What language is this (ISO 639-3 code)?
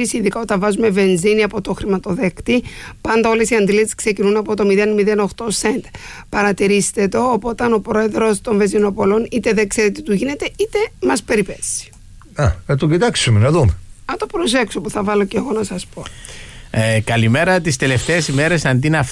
ell